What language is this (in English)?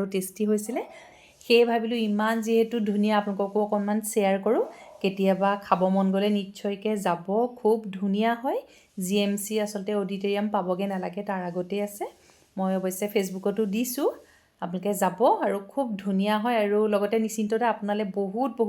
Assamese